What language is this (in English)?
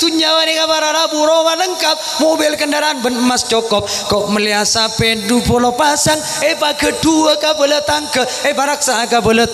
Madurese